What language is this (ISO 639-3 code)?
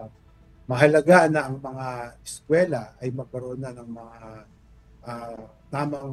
fil